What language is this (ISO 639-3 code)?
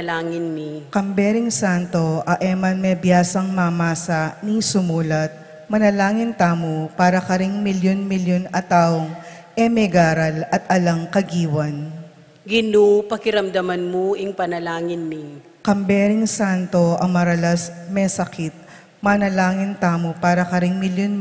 pam